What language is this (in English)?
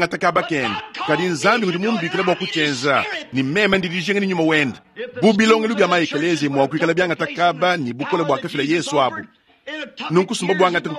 Luba-Lulua